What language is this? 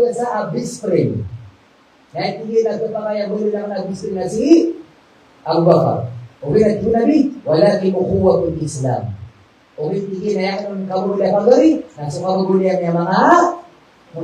Maranao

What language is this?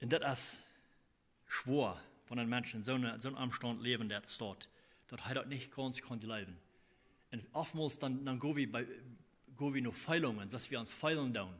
Plautdietsch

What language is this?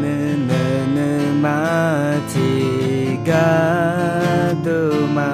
Akha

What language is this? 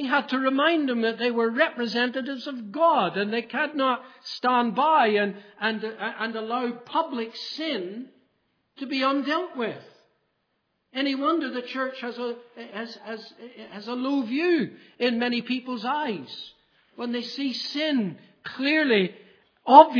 English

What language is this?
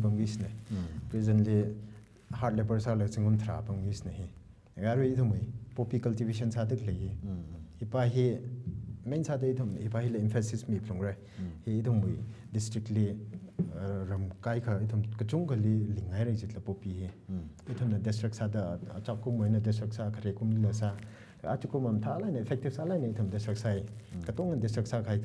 Tangkhul Naga (India)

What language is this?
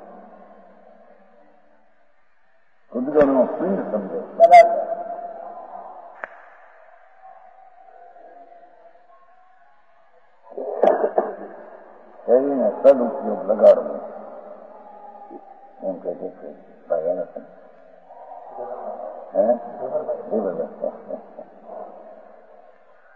Gujarati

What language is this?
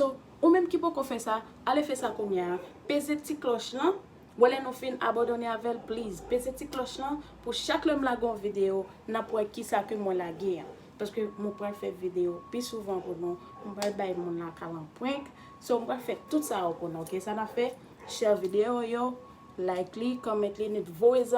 Haitian Creole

